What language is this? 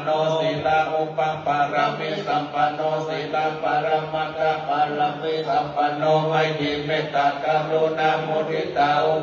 Pali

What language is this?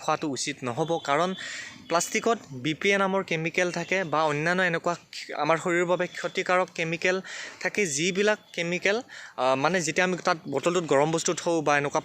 Assamese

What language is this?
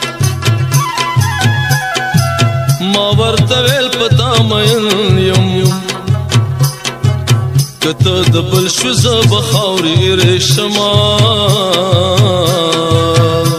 Punjabi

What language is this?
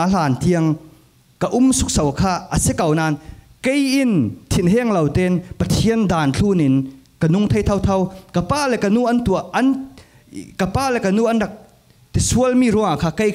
Falam Chin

